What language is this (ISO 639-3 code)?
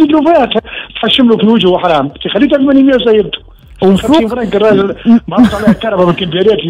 aeb